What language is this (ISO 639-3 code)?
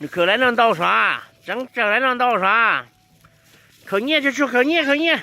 hmn